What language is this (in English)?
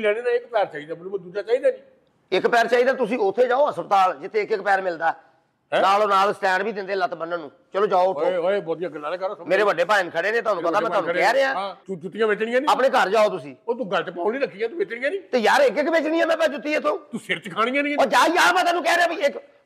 Punjabi